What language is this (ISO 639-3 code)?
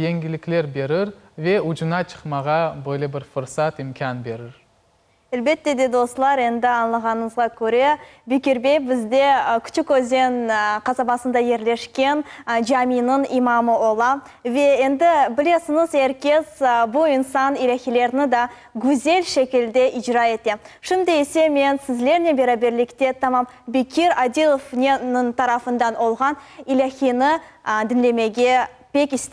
crh